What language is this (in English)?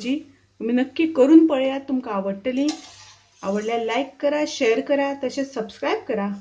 Konkani